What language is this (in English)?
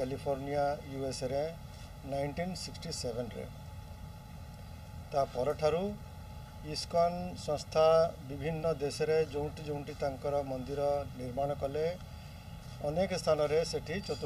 Odia